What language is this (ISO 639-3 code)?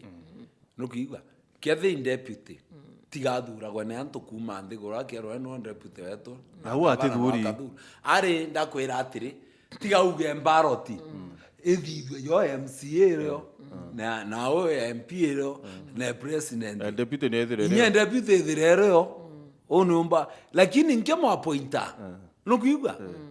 mer